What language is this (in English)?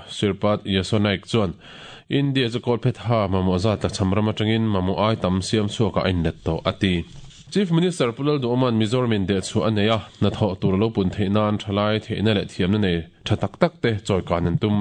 Mizo